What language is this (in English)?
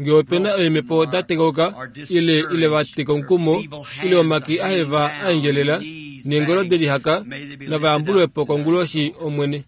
Kuanyama